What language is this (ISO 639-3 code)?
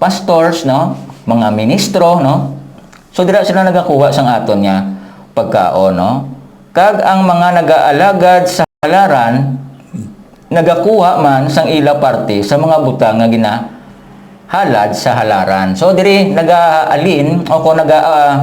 hil